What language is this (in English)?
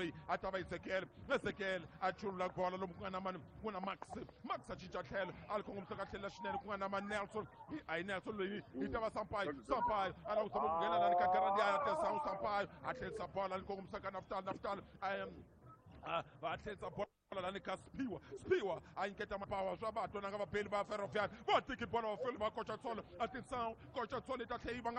Tsonga